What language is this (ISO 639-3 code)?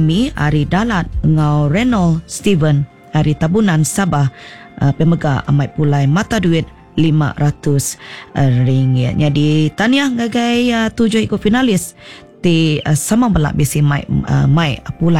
iba